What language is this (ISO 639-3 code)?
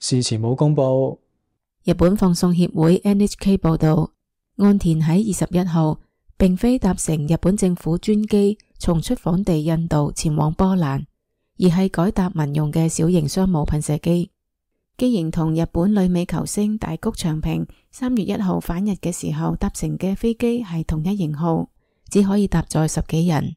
yue